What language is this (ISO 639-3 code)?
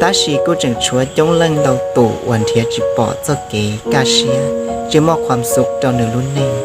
hmn